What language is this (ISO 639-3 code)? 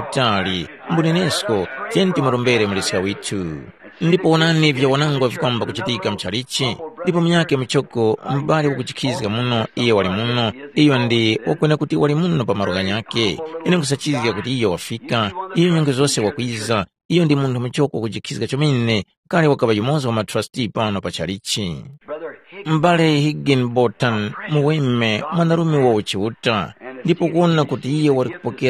tum